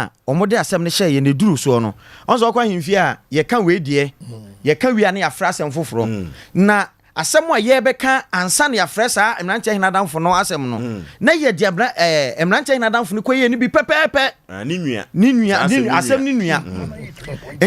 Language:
Akan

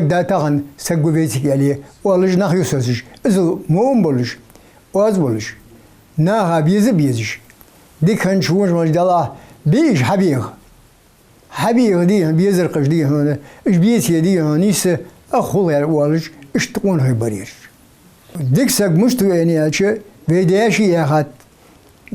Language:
Ingush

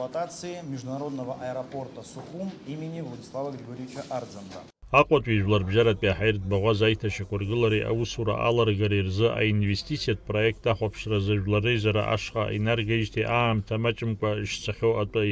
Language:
Abkhazian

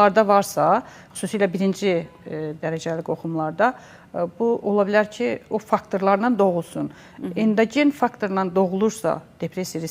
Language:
Azerbaijani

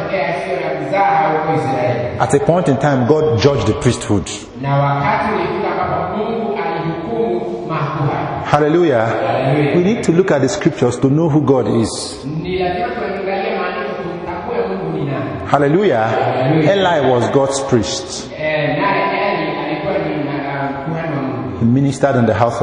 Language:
Swahili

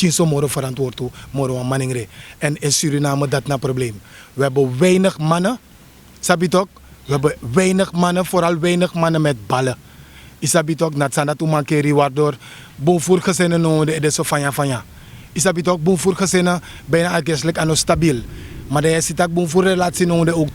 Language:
Sranan Tongo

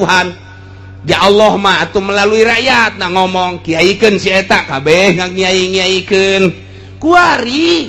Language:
Sundanese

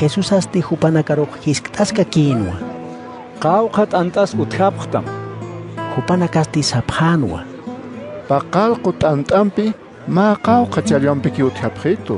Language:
Aymara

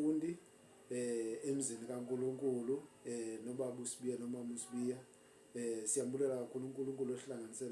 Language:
Zulu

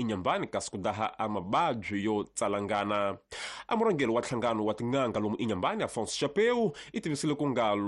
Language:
Tsonga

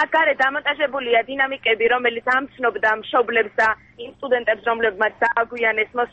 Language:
Georgian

